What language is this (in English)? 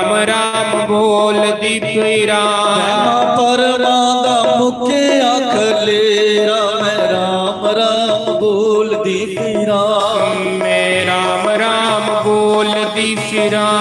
Dogri